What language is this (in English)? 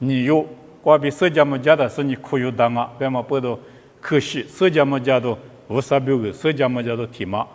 Lisu